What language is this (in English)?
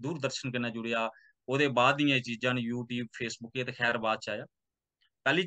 Dogri